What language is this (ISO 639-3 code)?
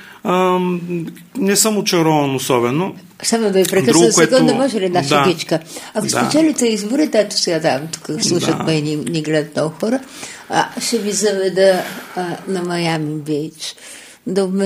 bul